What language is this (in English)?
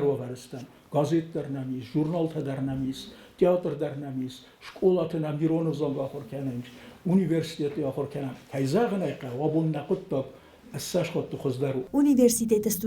Ossetic